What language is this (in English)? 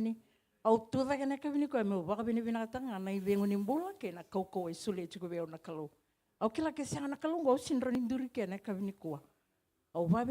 Fijian